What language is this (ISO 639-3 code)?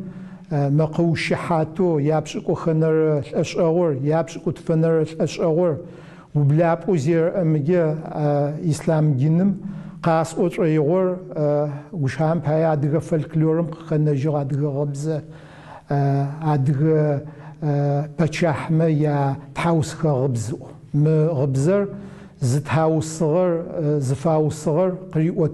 ady